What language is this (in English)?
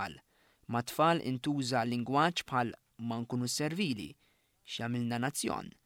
Maltese